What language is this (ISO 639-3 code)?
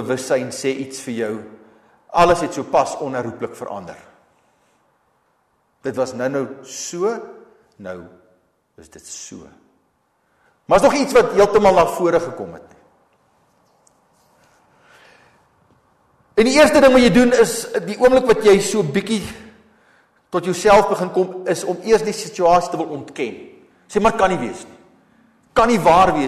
afr